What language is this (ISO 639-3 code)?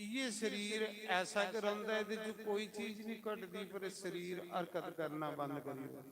doi